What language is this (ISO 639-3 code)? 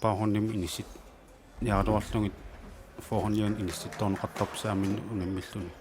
kal